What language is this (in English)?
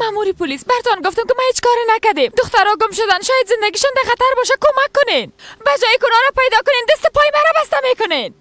Persian